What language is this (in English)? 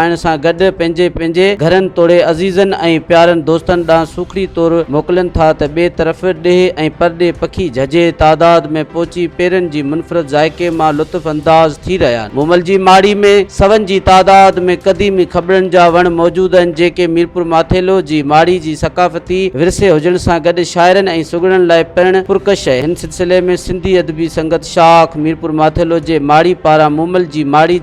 Sindhi